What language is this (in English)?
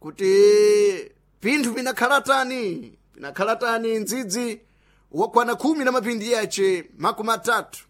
Sena